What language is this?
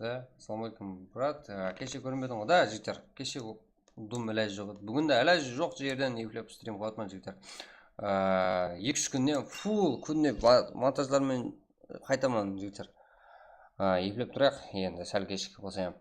Kara-Kalpak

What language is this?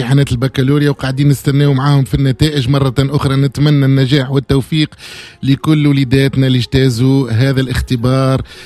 Tunisian Arabic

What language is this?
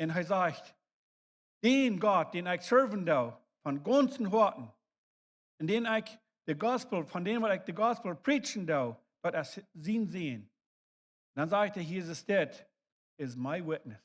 Plautdietsch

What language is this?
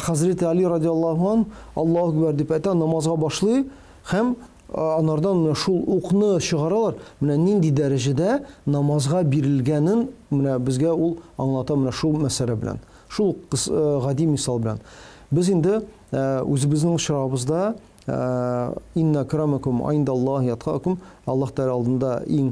Tatar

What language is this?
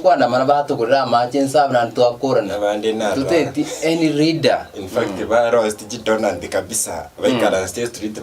Gusii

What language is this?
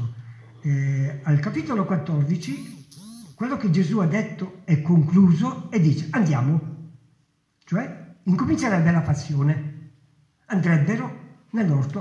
Italian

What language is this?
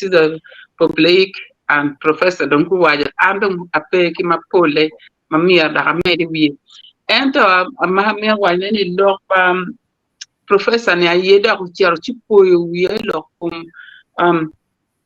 Acoli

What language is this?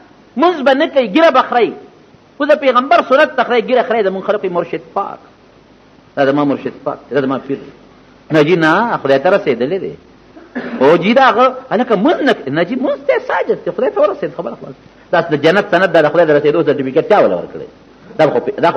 Pashto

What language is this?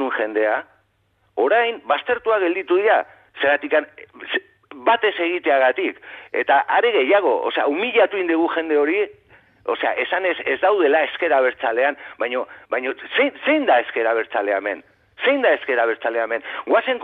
Basque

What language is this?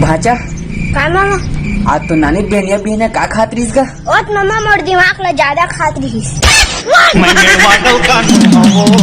Chhattisgarhi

